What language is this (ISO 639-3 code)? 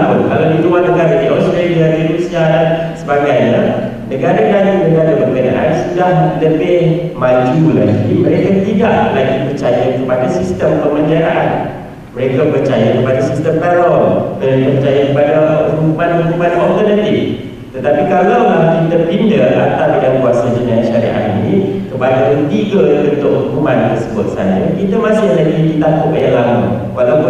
msa